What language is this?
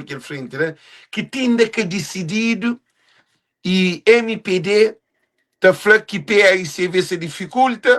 Kabuverdianu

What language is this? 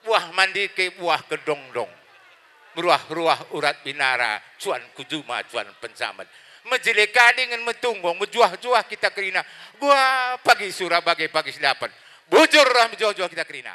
Batak Karo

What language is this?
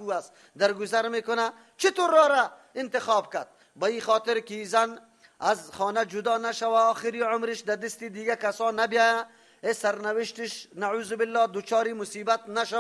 Persian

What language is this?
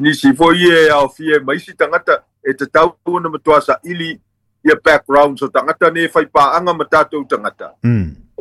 Samoan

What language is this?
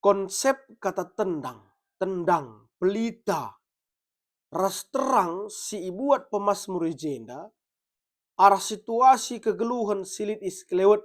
Batak Karo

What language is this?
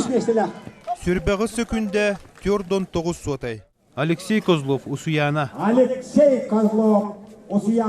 Yakut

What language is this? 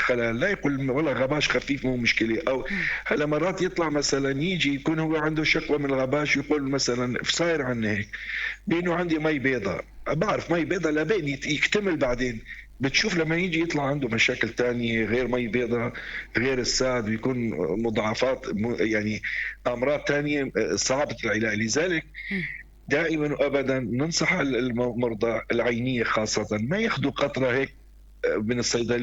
North Levantine Arabic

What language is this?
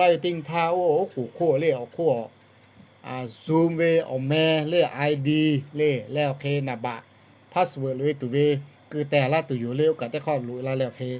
Lahu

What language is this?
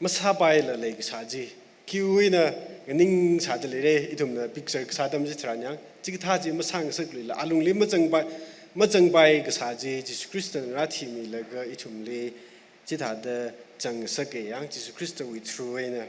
Tangkhul Naga (India)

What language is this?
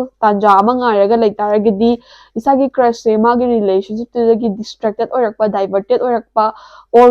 Manipuri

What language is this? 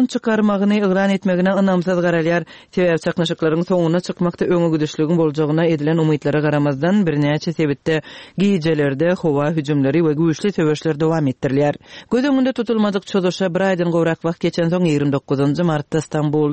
Turkmen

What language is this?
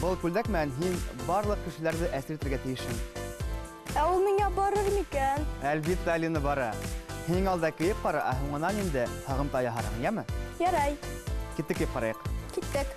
Bashkir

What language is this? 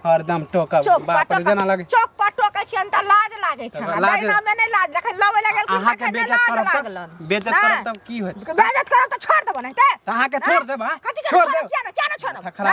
Maithili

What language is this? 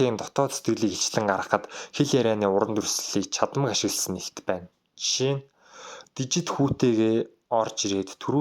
Mongolian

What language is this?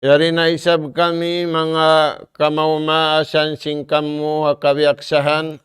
Tausug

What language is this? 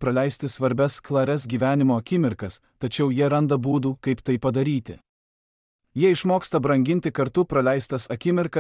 Lithuanian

